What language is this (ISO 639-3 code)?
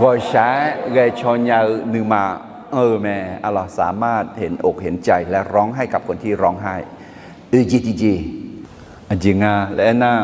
ahk